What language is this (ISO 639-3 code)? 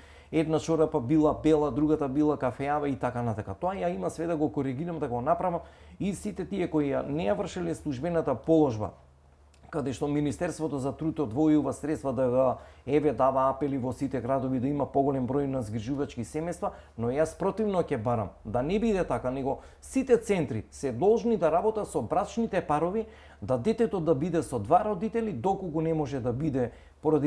mkd